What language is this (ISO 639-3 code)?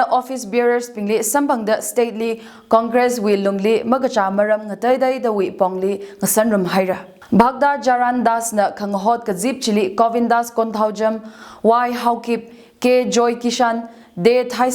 nmf